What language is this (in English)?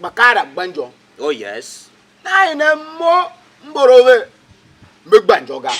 Tiv